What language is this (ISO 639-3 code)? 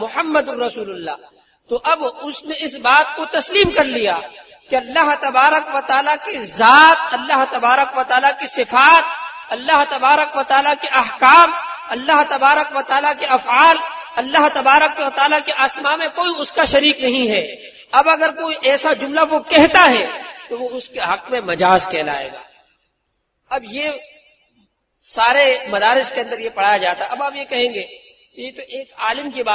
urd